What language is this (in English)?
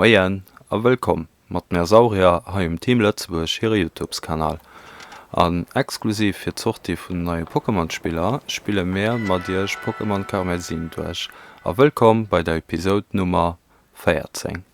Luxembourgish